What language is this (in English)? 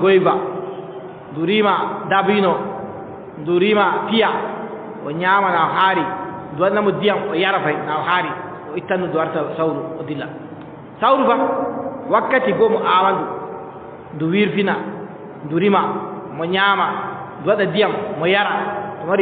Adamawa Fulfulde